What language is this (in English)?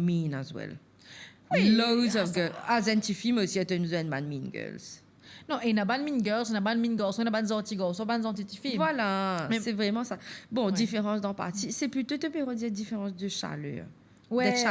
Morisyen